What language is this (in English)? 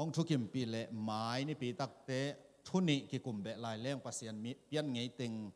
Tedim Chin